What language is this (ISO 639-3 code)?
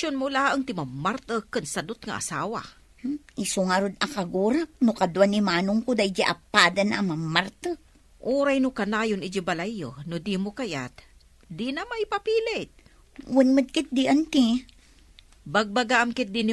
ilo